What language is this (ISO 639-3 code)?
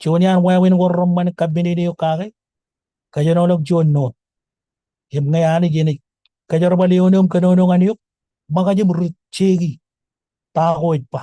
mah